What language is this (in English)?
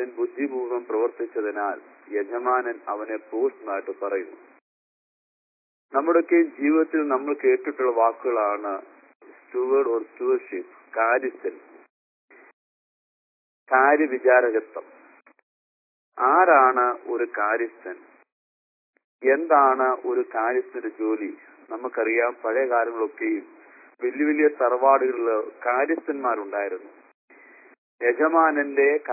Malayalam